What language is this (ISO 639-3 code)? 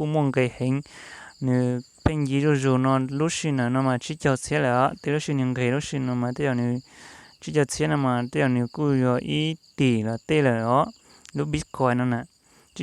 hmn